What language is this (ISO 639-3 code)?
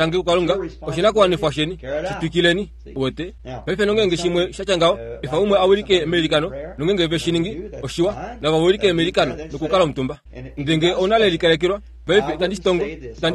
kua